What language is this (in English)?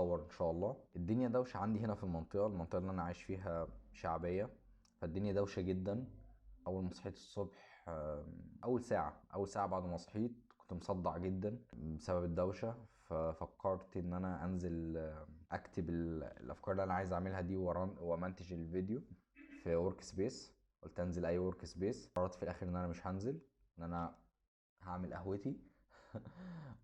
Egyptian Arabic